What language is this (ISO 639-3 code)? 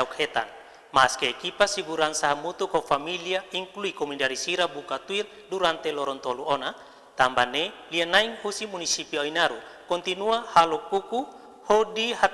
tet